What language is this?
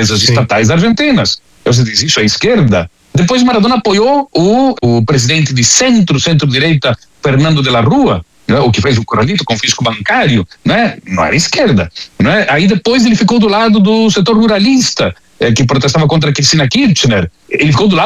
Portuguese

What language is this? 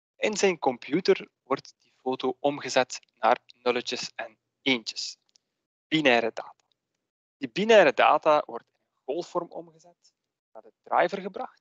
Dutch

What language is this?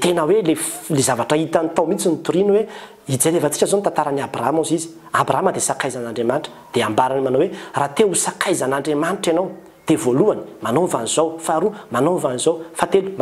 Malagasy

